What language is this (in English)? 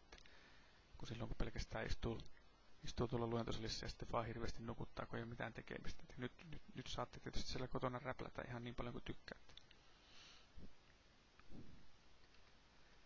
Finnish